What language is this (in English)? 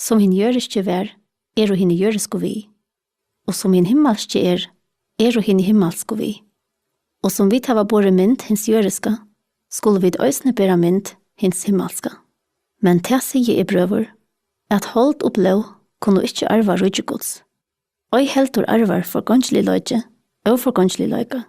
Faroese